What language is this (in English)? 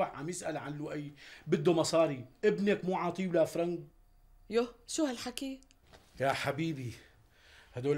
North Levantine Arabic